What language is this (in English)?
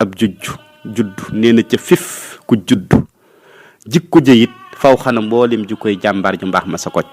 Wolof